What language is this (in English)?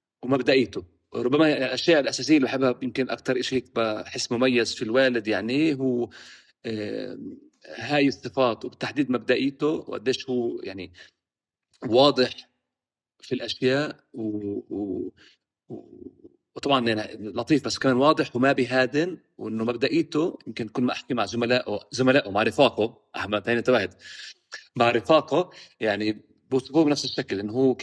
North Levantine Arabic